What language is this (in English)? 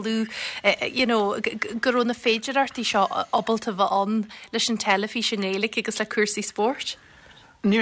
Irish